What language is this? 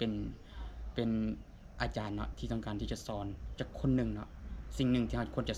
Lao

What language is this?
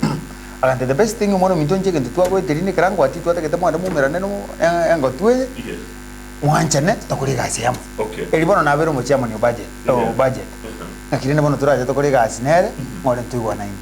Gusii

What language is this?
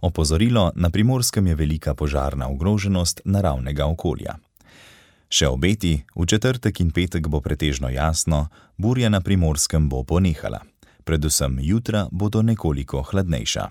Slovenian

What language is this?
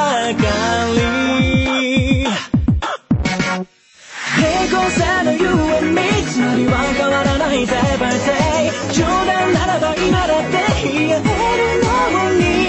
Japanese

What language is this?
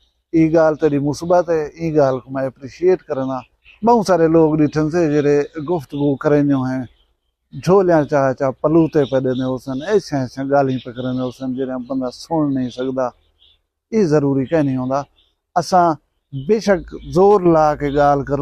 Saraiki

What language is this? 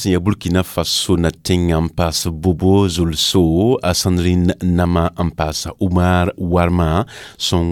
Mossi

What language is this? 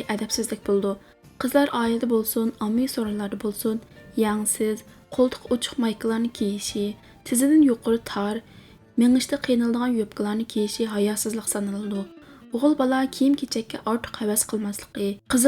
Uyghur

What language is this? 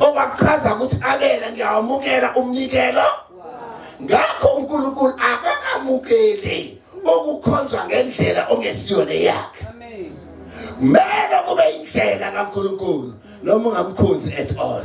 Zulu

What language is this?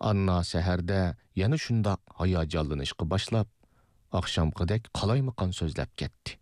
Uyghur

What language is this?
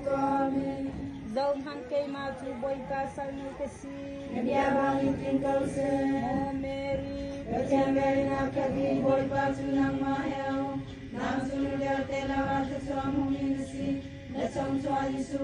Hakha Chin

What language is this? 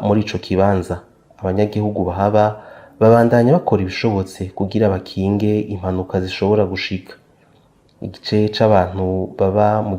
Rundi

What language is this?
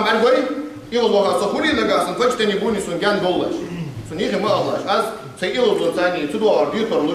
Ingush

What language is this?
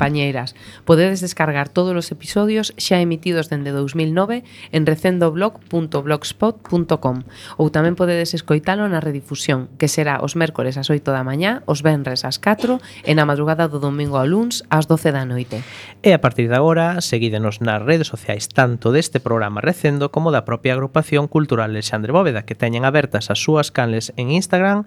Galician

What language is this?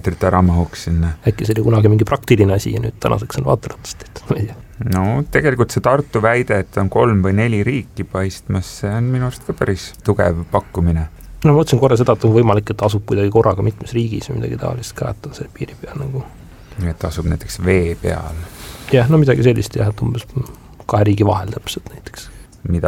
Estonian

